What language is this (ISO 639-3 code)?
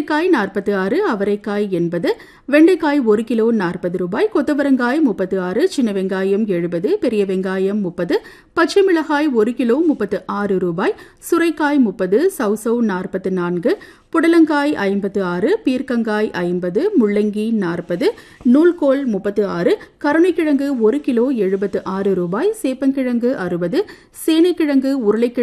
tam